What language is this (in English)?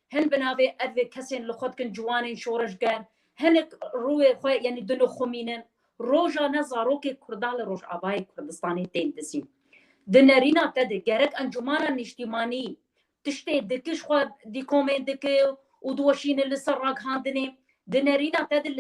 Kurdish